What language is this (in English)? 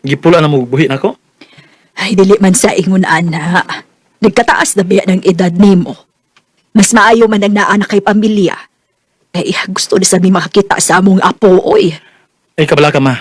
Cebuano